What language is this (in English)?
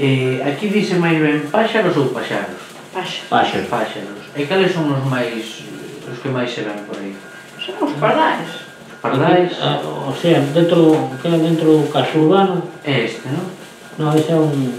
Galician